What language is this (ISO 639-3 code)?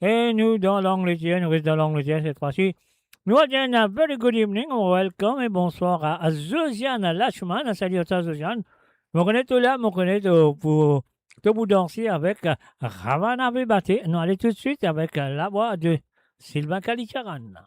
mfe